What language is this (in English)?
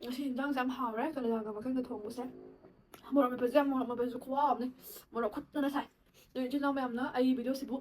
Manipuri